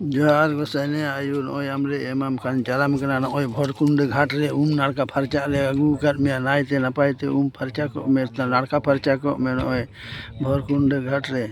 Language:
Santali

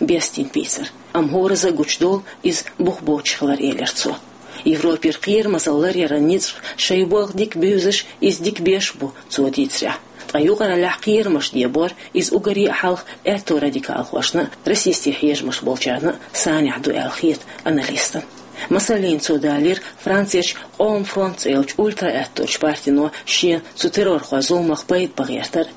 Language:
Chechen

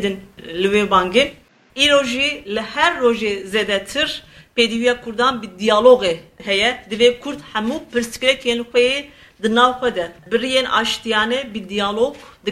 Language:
Kurdish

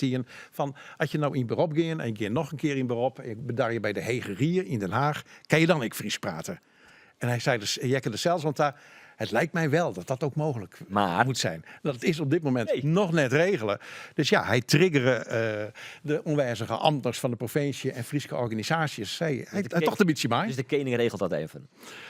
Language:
Western Frisian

